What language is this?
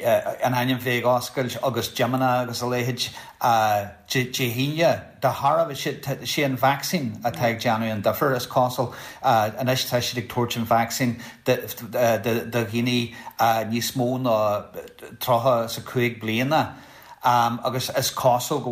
Irish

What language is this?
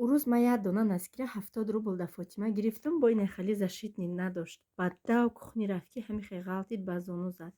Tajik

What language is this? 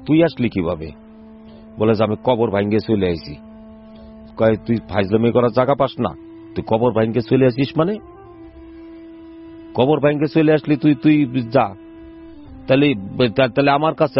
Bangla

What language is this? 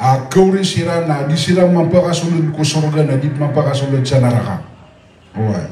Maranao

